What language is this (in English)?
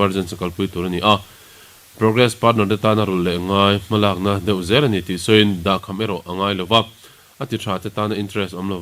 Mizo